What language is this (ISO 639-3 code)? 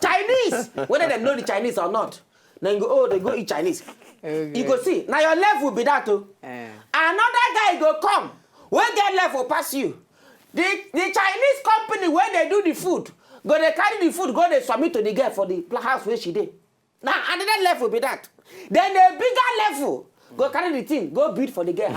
pcm